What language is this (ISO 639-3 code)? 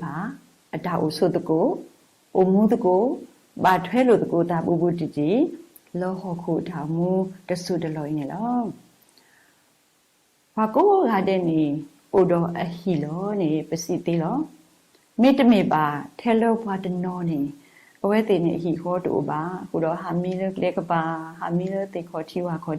ksw